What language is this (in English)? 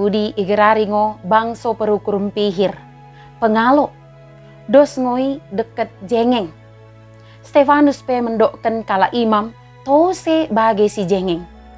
Batak Dairi